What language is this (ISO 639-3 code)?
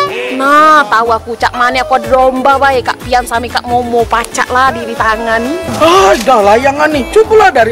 mui